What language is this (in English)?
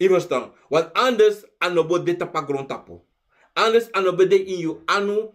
Sranan Tongo